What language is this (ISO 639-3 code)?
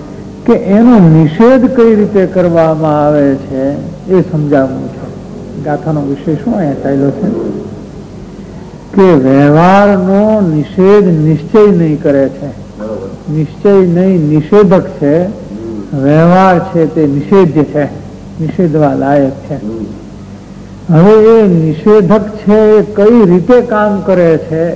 guj